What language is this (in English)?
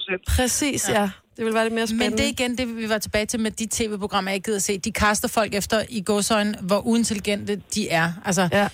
Danish